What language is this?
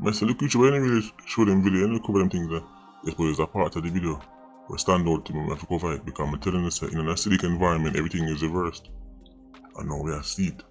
Jamaican Creole English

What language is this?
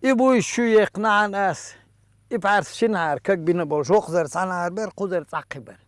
Chechen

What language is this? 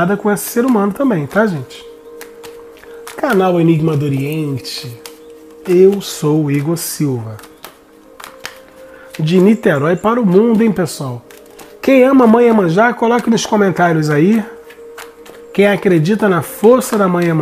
Portuguese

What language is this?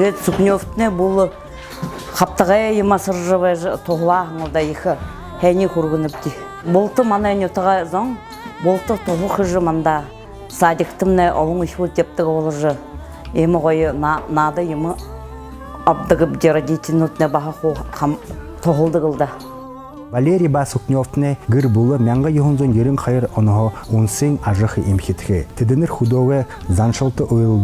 Buriat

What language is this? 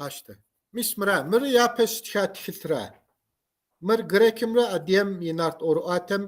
Kabardian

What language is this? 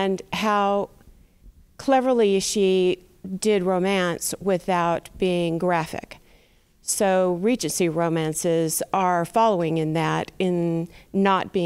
English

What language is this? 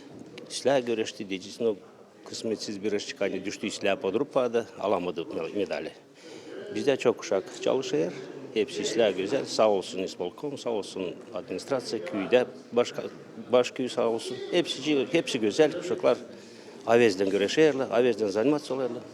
Gagauz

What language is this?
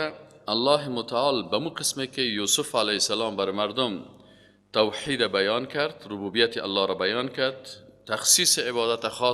Persian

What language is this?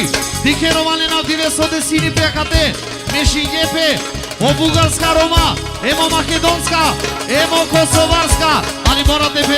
Romany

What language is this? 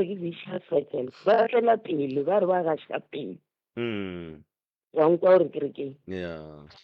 Northern Sotho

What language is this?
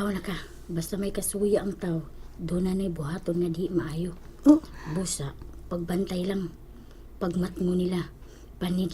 Cebuano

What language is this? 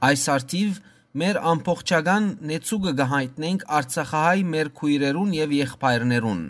Western Armenian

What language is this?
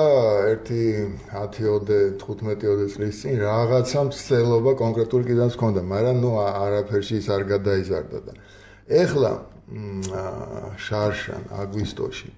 Georgian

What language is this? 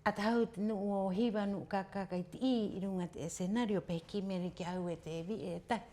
Rapanui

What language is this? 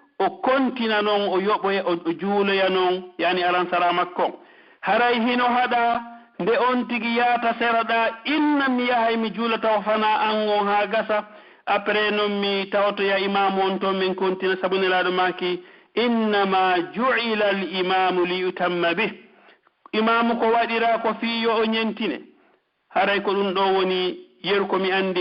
Pular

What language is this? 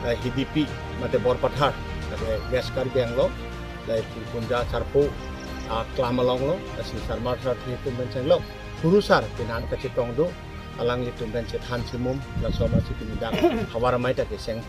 Karbi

